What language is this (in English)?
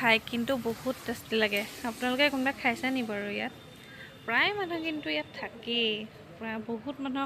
Assamese